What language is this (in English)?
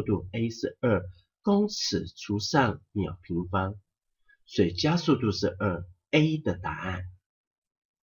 Chinese